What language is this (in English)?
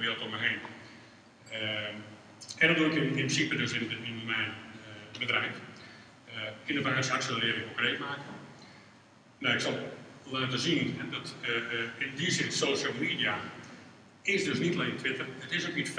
Dutch